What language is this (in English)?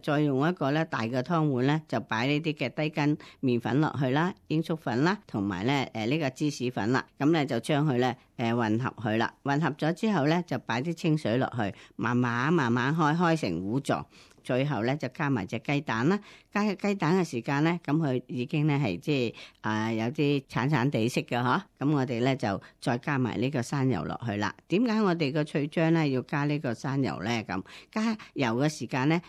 Cantonese